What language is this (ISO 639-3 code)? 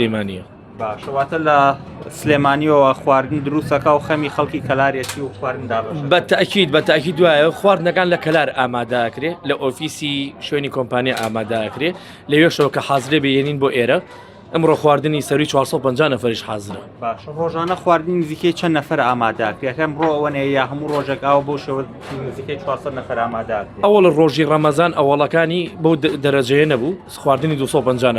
ckb